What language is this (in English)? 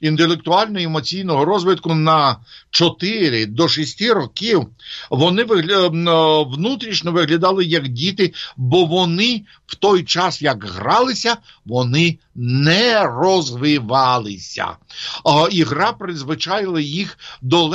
Ukrainian